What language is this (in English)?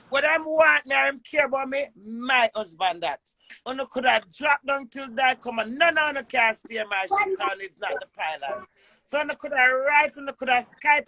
Jamaican Creole English